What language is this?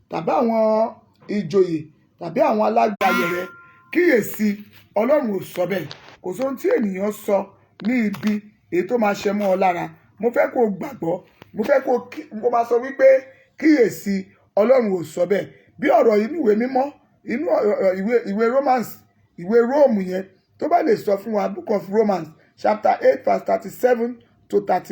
Yoruba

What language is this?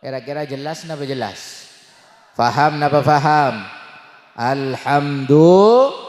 Madurese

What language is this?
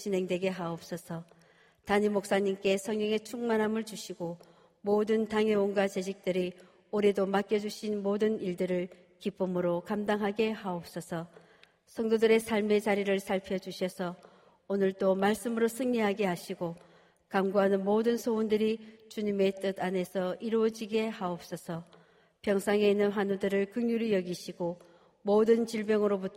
Korean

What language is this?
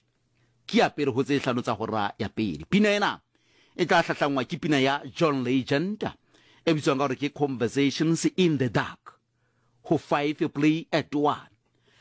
Tswana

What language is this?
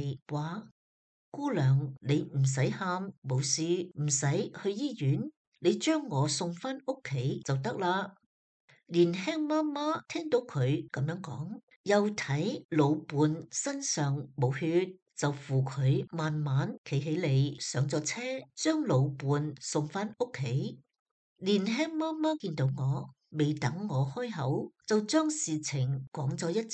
Cantonese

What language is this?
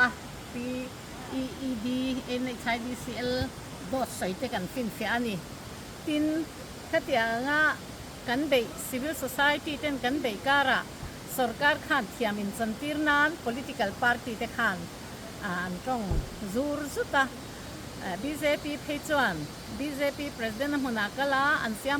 Mizo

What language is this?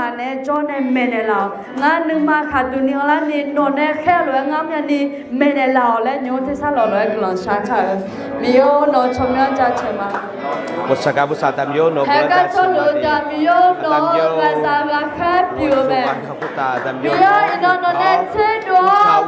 Akha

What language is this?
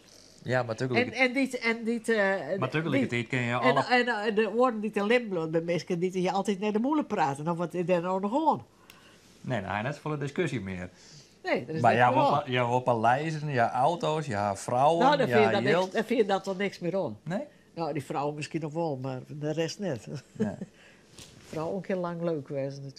Western Frisian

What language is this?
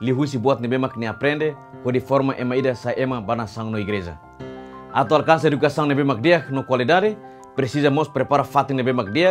Tetum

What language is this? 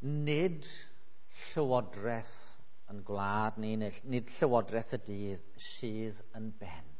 Welsh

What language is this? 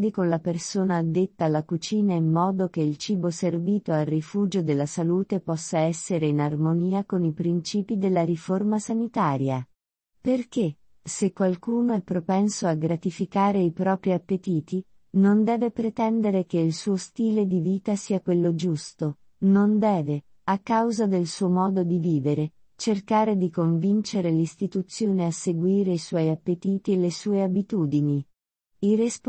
Italian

